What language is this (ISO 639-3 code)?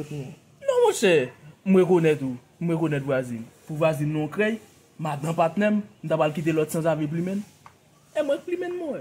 hat